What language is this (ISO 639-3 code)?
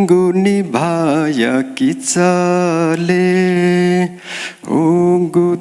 new